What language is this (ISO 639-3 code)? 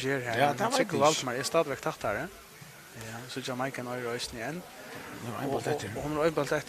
fao